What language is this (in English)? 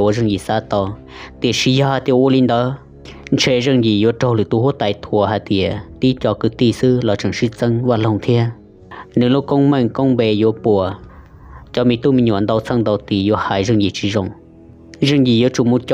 Hmong